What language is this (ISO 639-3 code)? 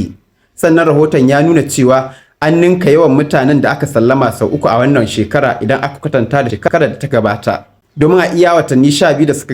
hau